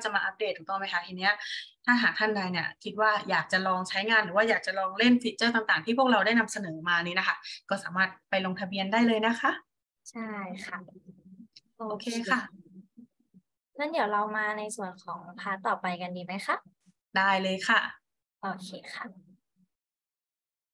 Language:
Thai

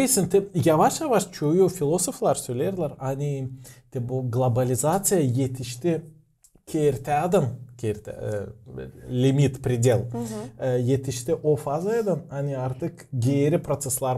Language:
Gagauz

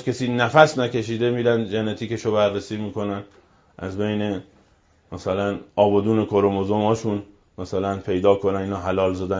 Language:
Persian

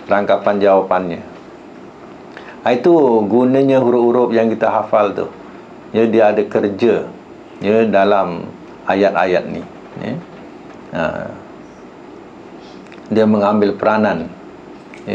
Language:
Malay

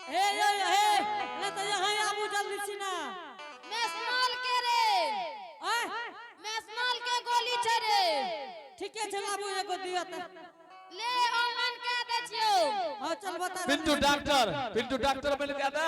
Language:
Angika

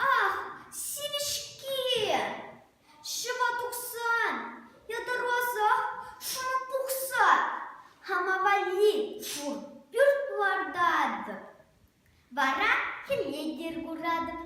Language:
Chuvash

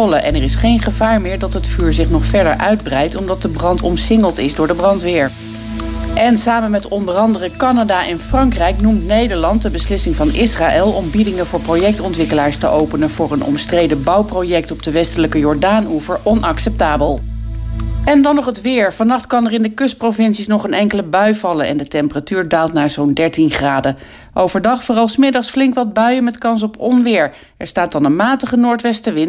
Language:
Dutch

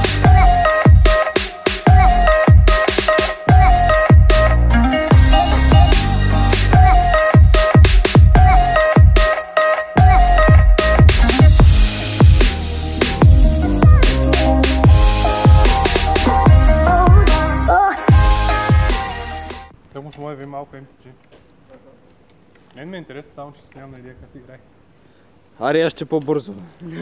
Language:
Bulgarian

